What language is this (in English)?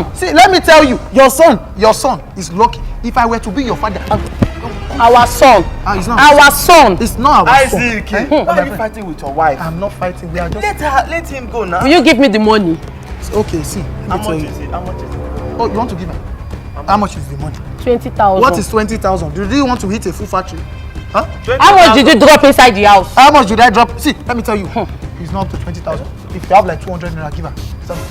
Nigerian Pidgin